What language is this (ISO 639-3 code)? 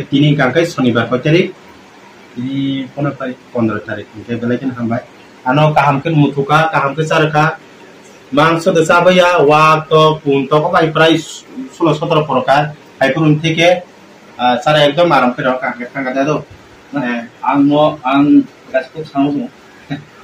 trp